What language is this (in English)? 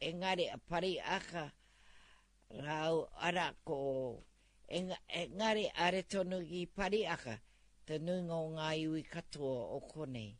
Māori